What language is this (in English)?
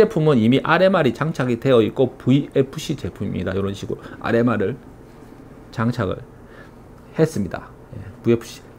Korean